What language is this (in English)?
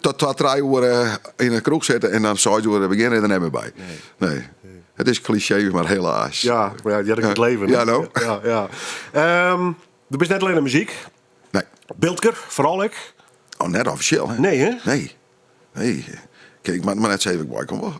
Western Frisian